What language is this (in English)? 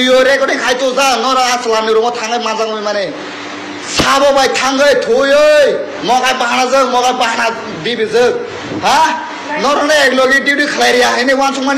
Riang (India)